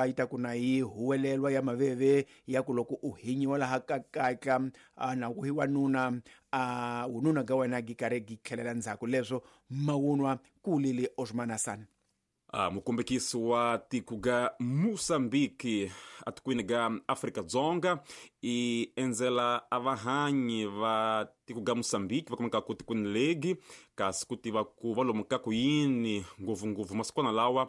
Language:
Tsonga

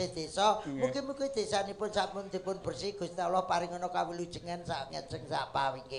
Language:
Javanese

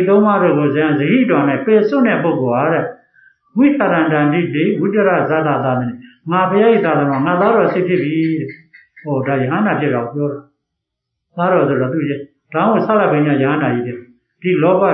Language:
Burmese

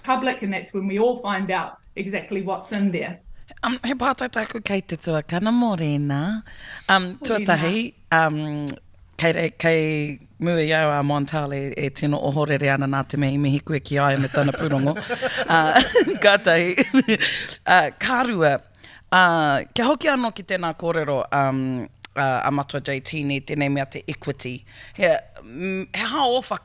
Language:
Māori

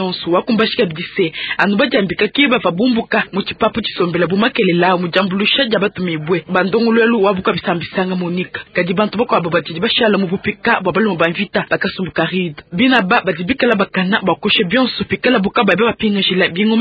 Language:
Luba-Lulua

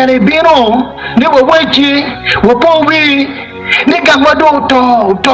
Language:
Acoli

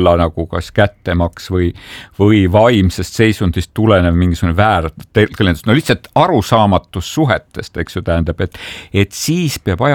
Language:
Estonian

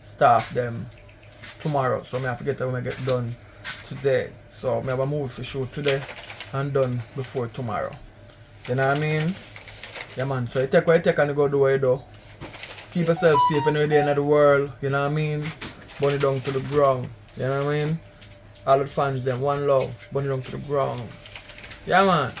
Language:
Jamaican Creole English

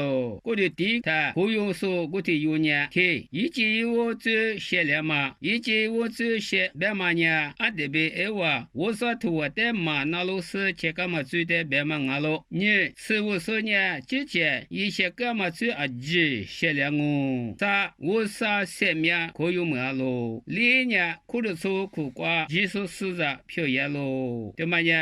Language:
Lisu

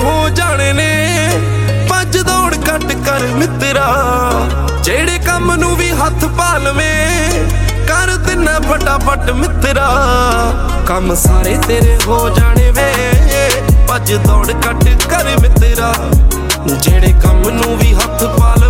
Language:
Punjabi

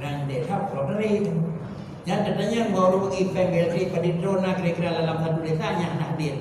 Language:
Achinese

